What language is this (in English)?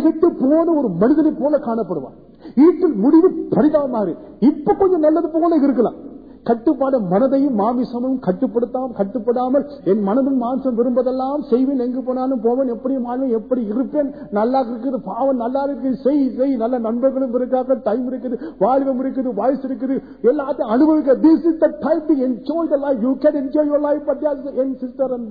Tamil